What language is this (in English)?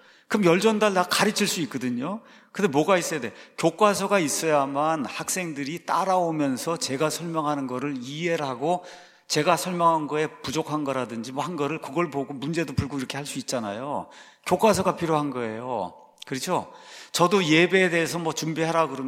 Korean